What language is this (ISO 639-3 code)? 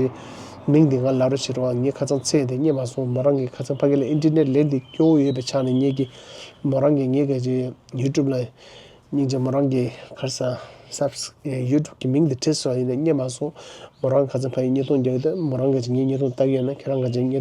bod